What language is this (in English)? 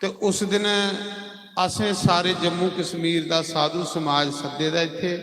Dogri